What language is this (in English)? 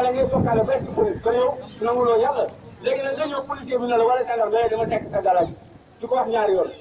Wolof